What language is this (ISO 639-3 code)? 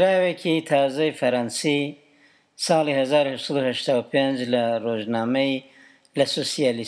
ckb